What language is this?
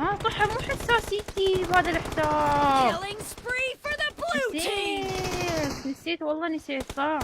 Mesopotamian Arabic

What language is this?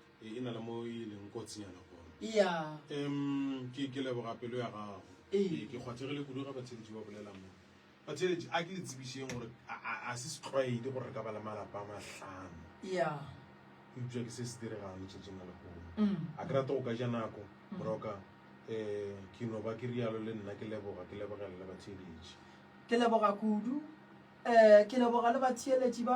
Northern Sotho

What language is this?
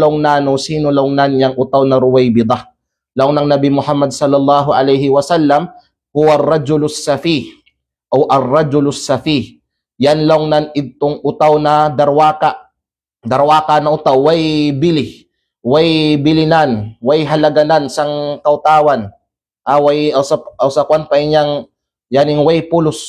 Kalagan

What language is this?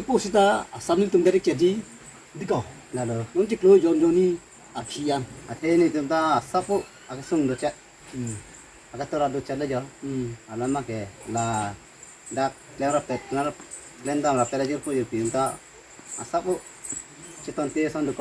Karbi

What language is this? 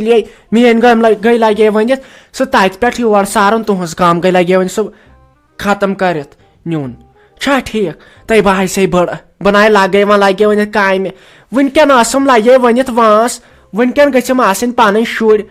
Kashmiri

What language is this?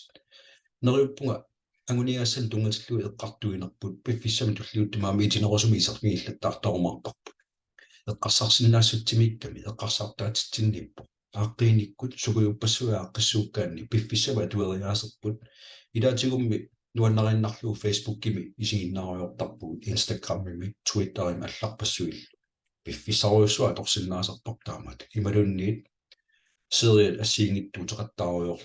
Kalaallisut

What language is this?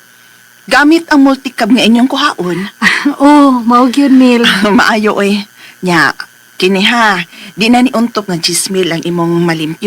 Cebuano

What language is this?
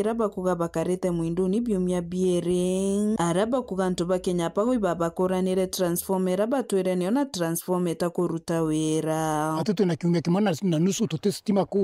Meru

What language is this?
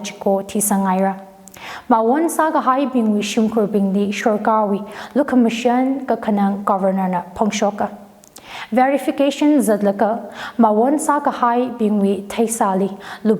Tangkhul Naga (India)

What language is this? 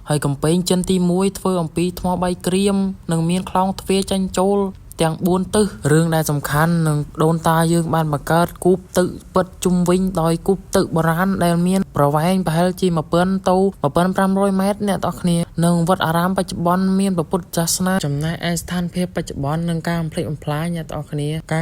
Khmer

